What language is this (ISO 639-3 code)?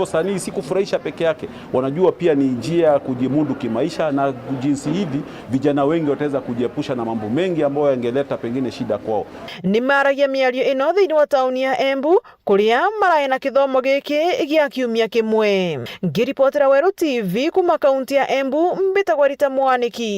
mer